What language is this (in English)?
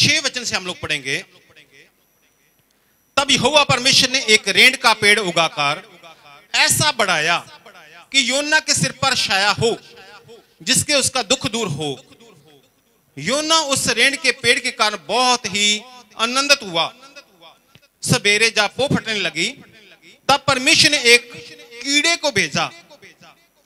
Hindi